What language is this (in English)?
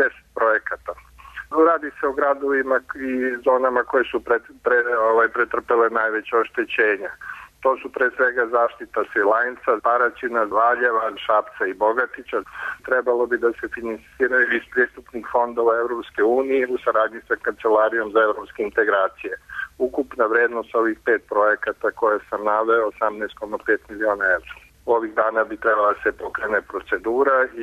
Serbian